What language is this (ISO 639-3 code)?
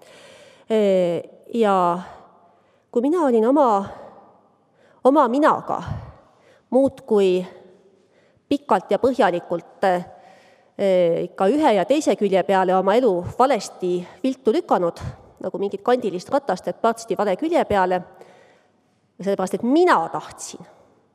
est